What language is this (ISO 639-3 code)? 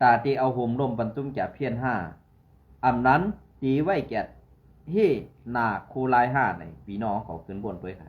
shn